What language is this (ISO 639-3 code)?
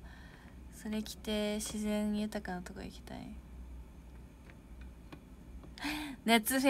jpn